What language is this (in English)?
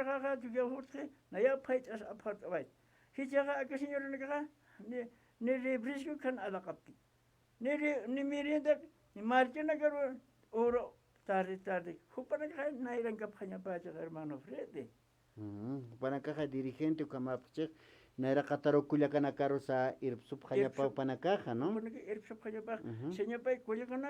Aymara